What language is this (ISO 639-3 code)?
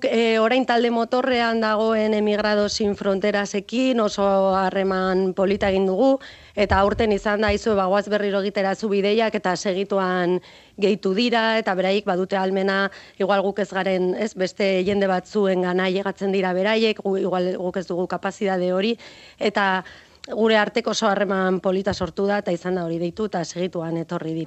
eus